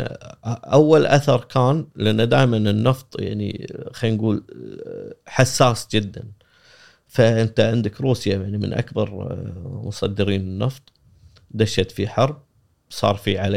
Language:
Gulf Arabic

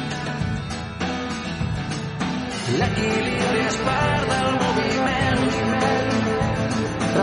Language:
Catalan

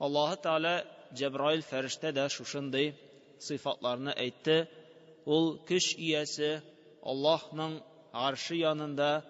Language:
Tatar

